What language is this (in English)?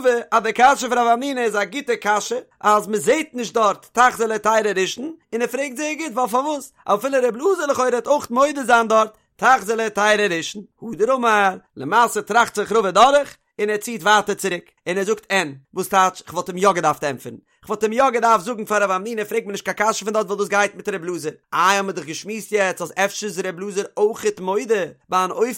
Yiddish